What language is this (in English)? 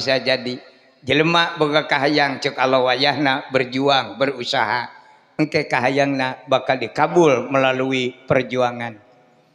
Sundanese